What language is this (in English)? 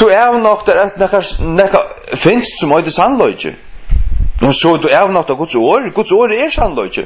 Faroese